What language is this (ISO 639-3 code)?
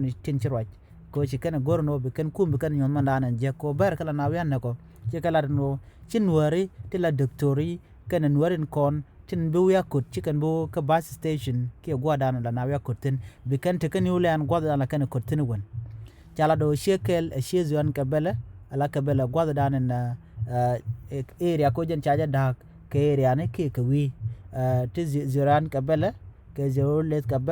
nus